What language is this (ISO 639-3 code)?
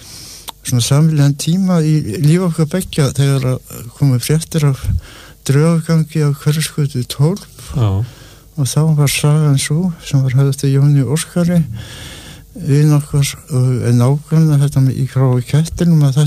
isl